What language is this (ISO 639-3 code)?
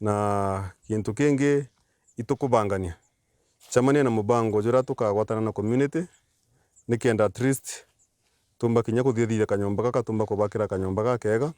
mer